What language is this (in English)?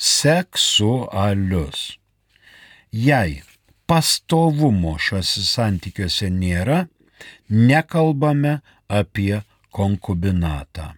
Lithuanian